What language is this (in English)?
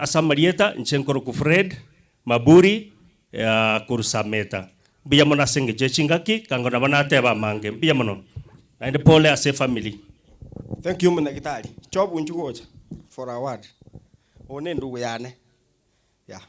Gusii